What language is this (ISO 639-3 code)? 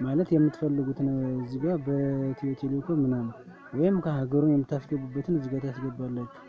amh